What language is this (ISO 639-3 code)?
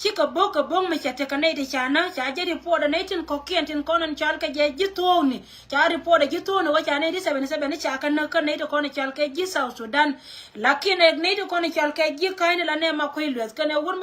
nus